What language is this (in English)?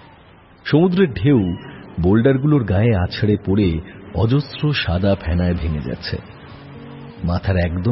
Bangla